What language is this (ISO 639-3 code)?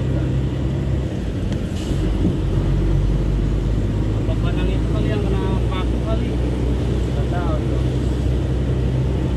ind